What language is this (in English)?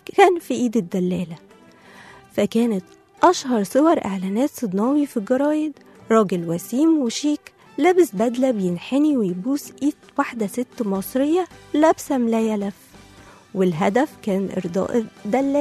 Egyptian Arabic